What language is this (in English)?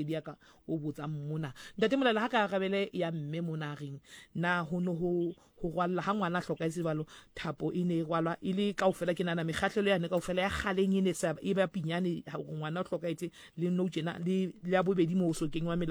Southern Sotho